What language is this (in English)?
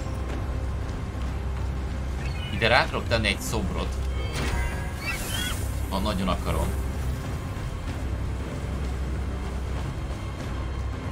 Hungarian